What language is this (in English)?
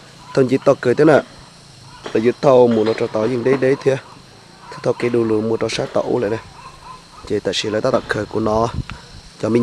Hmong